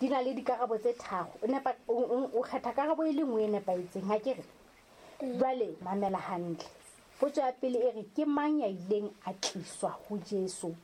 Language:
Southern Sotho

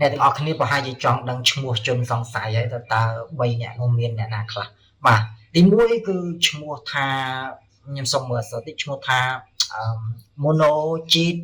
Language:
Khmer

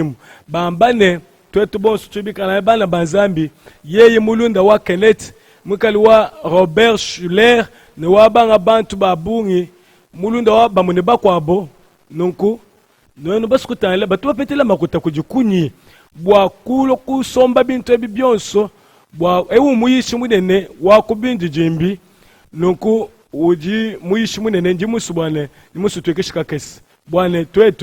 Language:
Luba-Lulua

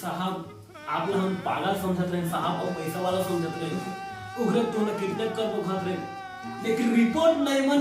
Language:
Chhattisgarhi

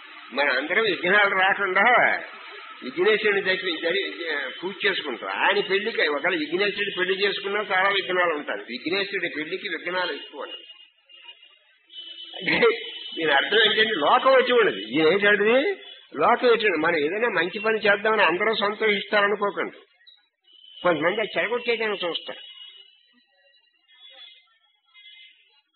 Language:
Telugu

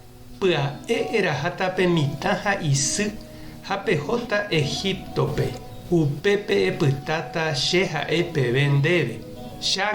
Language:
Guarani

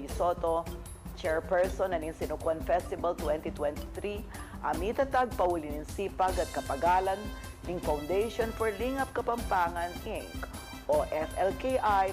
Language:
Pampanga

